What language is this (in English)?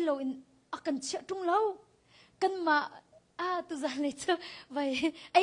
Hakha Chin